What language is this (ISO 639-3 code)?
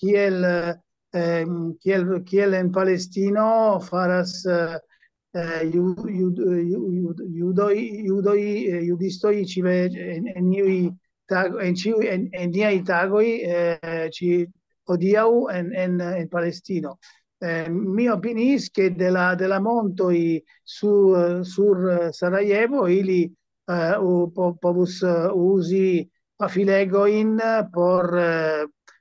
epo